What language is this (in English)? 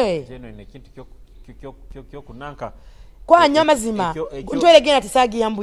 Nyoro